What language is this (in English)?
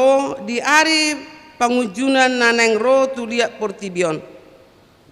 Batak Toba